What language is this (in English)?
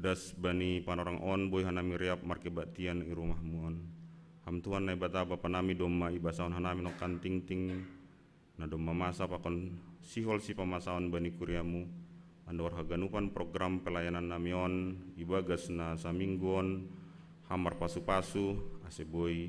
Batak Simalungun